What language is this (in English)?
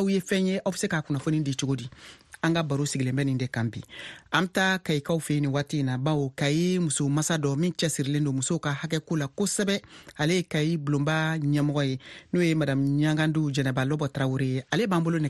Bambara